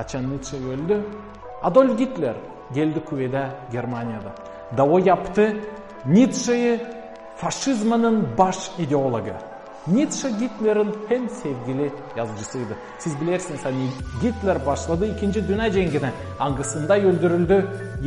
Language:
Gagauz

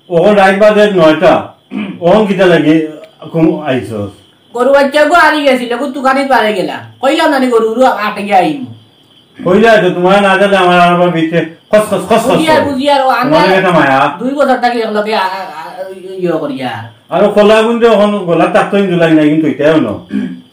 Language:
Sylheti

